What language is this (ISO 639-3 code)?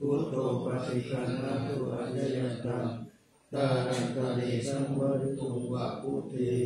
pli